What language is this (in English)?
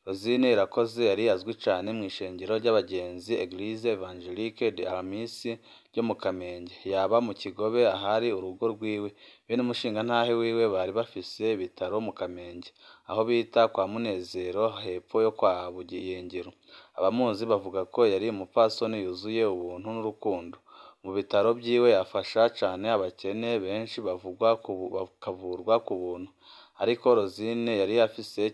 Rundi